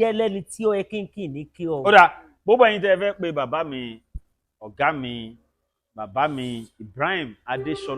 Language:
Yoruba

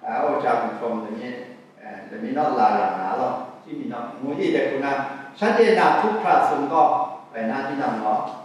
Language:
Kachin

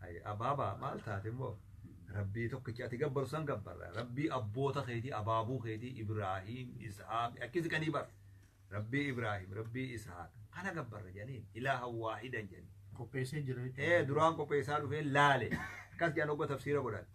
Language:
Oromo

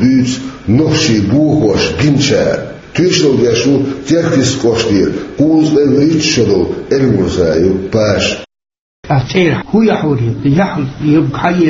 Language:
Chechen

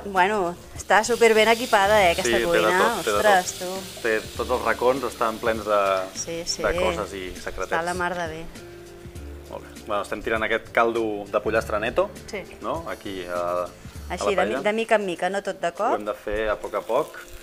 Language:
Catalan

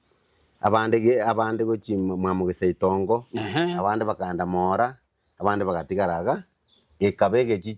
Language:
Gusii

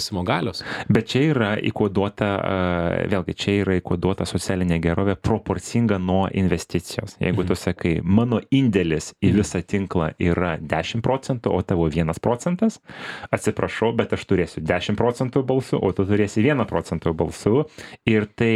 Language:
Lithuanian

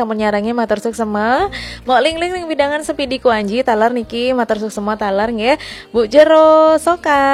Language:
Balinese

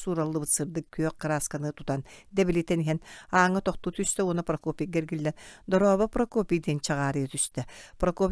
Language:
Yakut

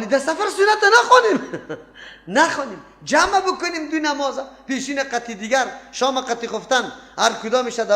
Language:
Persian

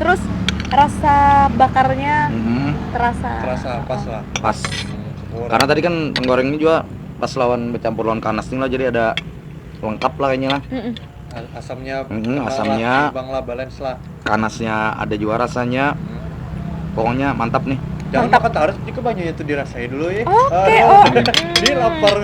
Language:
Banjar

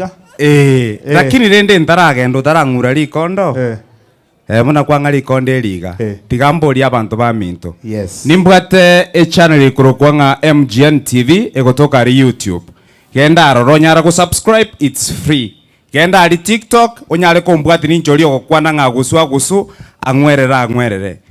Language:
Gusii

